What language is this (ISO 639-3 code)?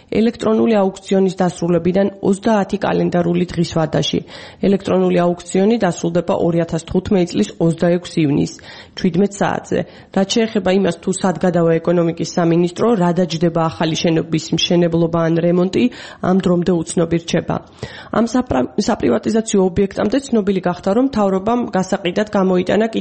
kat